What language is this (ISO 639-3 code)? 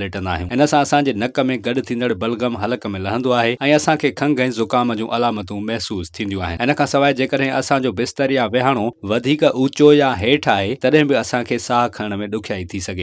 snd